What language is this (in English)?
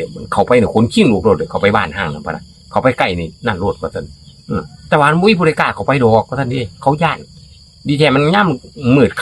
Northeastern Thai